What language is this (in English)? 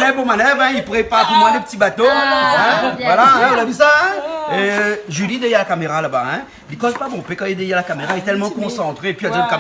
Réunion Creole French